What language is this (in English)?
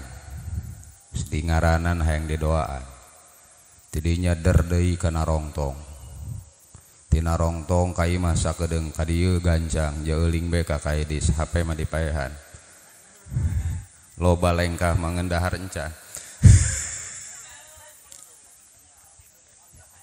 Sundanese